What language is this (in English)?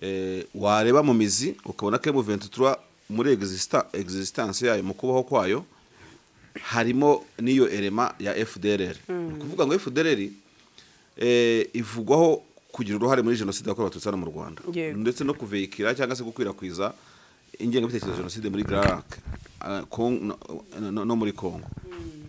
Kinyarwanda